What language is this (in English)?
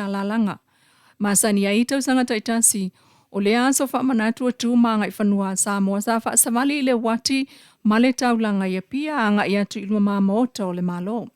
Samoan